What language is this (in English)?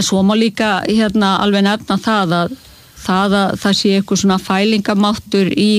Icelandic